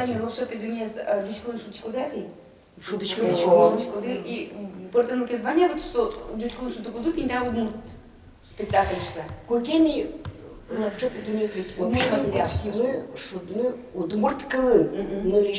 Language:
Udmurt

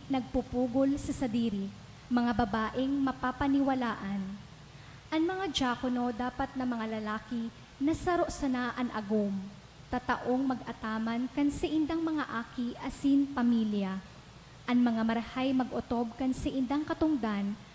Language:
Bikol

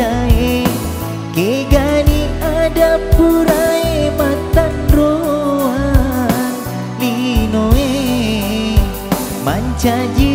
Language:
Buginese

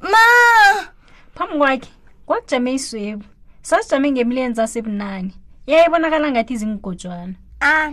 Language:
South Ndebele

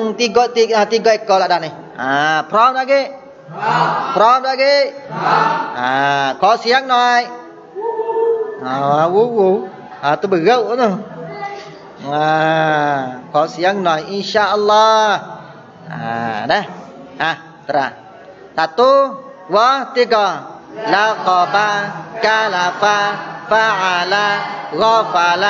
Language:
Malay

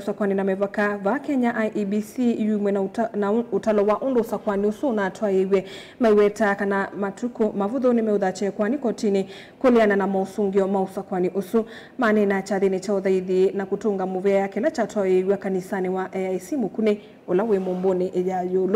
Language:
Kamba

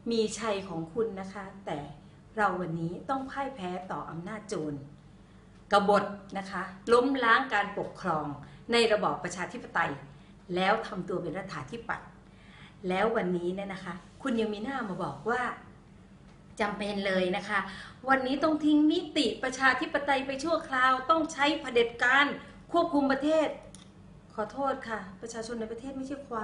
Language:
Thai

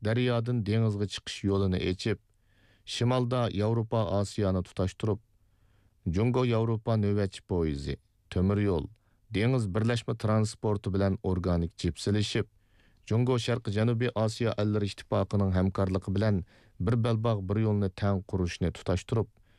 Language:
Uyghur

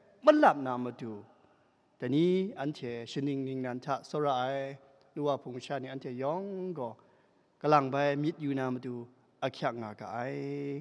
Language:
Kachin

